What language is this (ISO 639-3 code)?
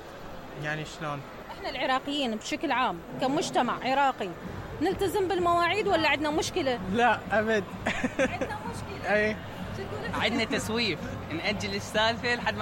acm